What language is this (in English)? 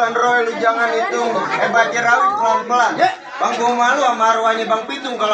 Betawi